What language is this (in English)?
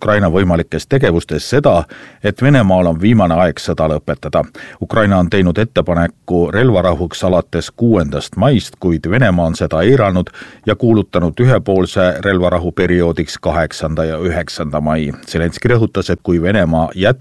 Estonian